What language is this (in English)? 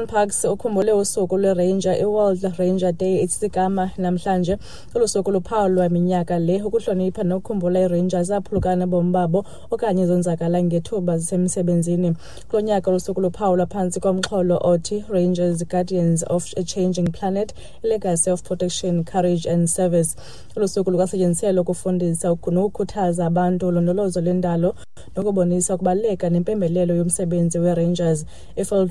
Xhosa